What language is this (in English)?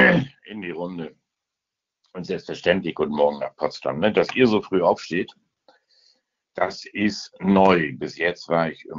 German